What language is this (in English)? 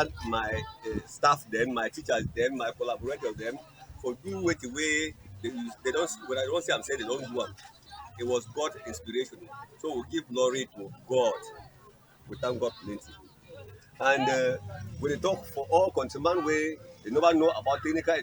Cameroon Pidgin